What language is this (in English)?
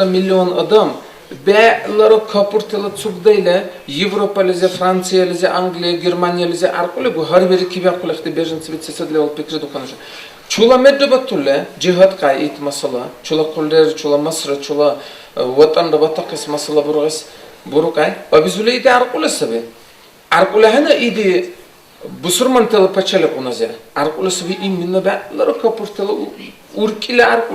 Dargwa